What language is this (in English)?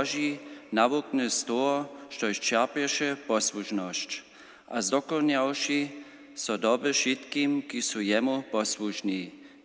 Upper Sorbian